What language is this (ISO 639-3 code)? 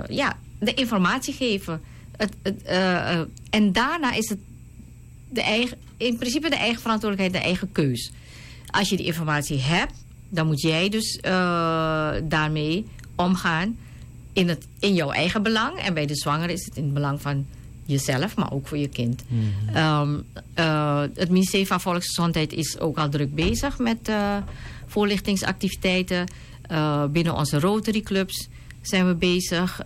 nld